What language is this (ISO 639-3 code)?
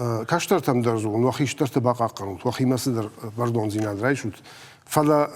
oss